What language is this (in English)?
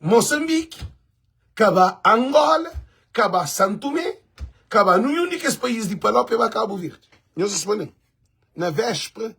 Kabuverdianu